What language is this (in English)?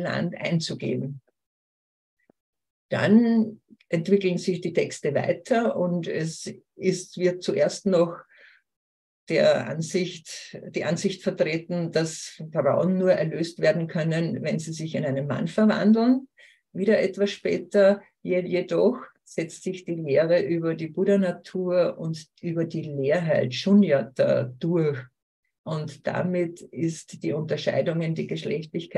German